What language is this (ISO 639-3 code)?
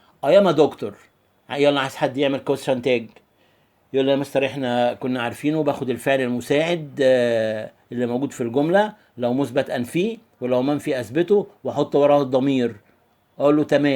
arz